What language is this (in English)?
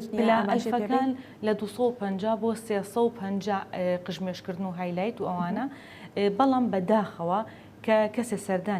Central Kurdish